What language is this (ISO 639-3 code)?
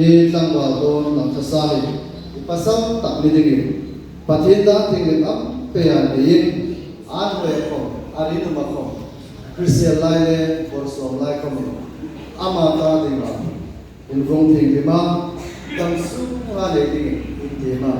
hmr